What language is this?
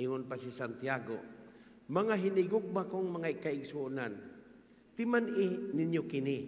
Cebuano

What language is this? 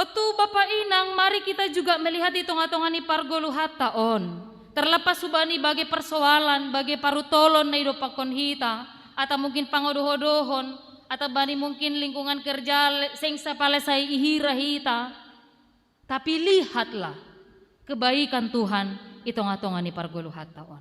Batak Simalungun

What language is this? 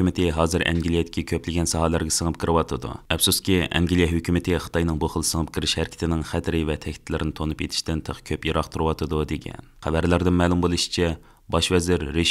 Uyghur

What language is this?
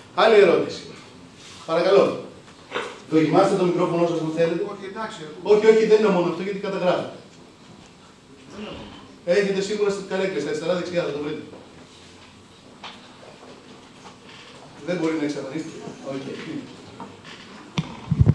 Greek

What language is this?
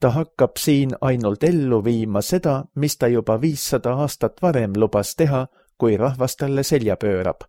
Estonian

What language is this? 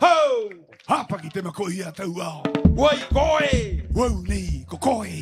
Rapanui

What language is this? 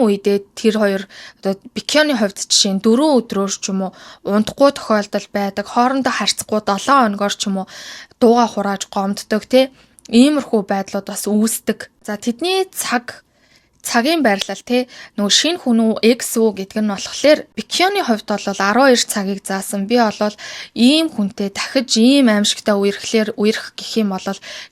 Mongolian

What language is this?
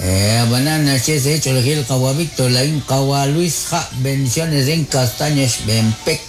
Kekchí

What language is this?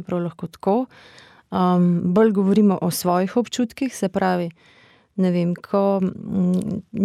Slovenian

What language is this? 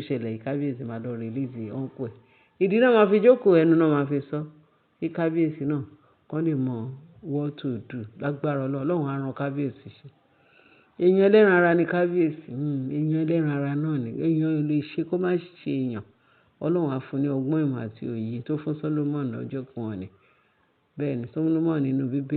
Yoruba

